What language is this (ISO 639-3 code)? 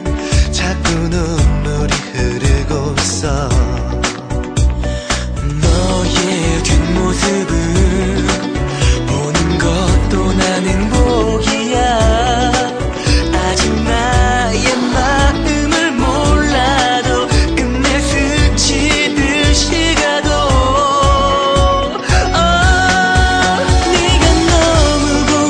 kor